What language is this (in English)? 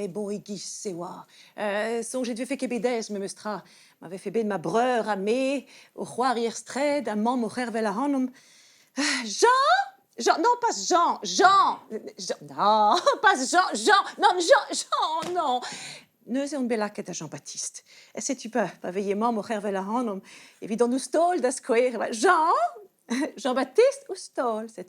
Breton